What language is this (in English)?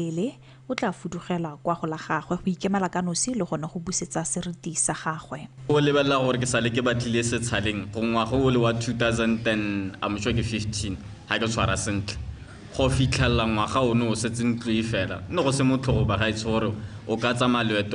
Tswana